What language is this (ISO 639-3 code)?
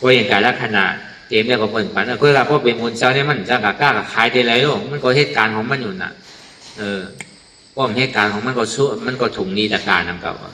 shn